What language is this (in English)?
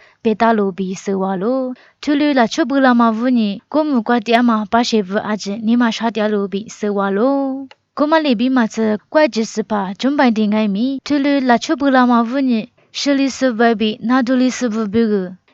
Lisu